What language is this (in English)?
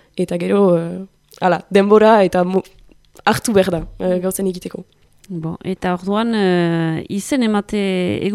Basque